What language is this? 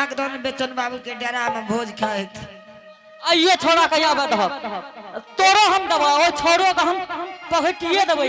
Angika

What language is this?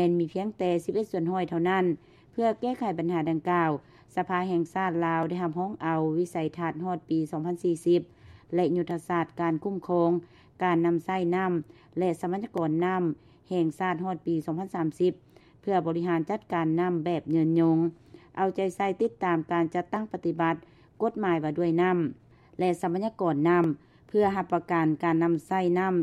Lao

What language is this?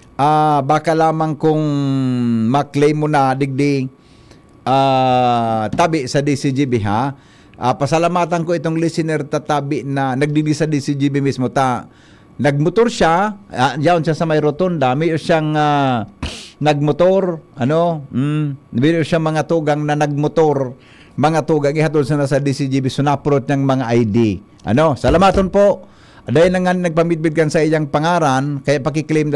Bikol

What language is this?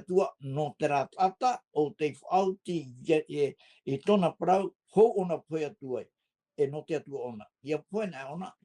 Tahitian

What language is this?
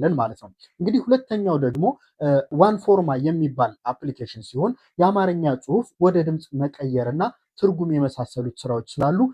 Amharic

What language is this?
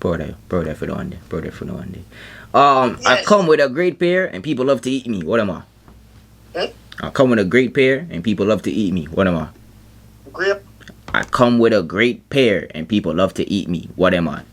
Jamaican Creole English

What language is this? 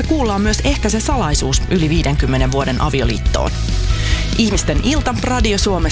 Finnish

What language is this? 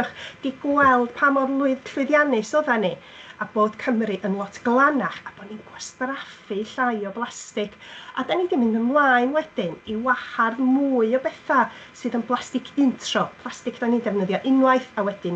Welsh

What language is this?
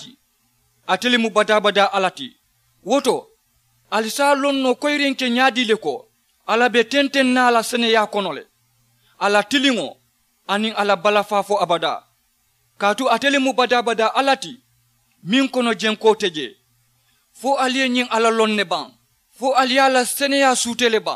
Mandingo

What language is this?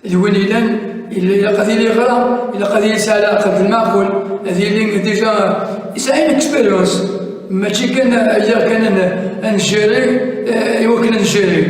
Kabyle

